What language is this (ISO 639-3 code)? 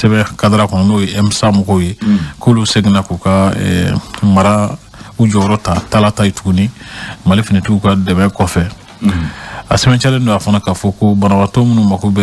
bam